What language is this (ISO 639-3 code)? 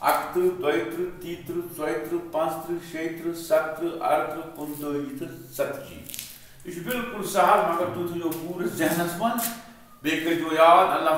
kas